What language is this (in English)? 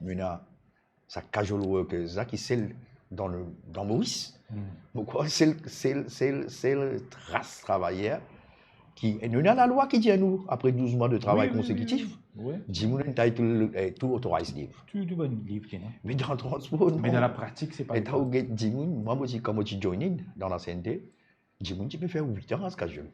Morisyen